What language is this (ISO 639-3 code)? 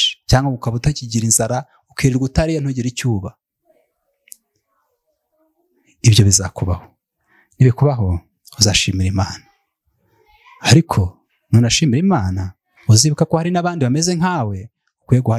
kin